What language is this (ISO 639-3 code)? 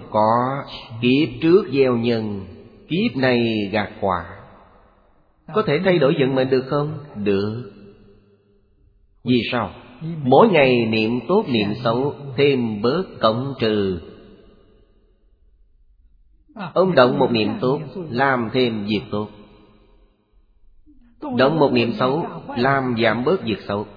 vie